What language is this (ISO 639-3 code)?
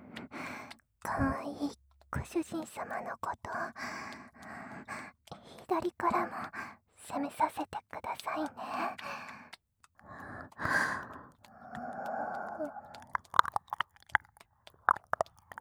jpn